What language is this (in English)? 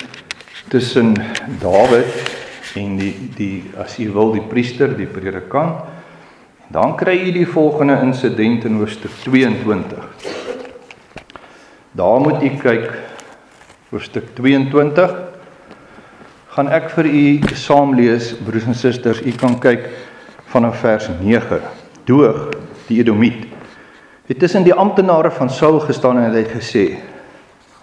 Afrikaans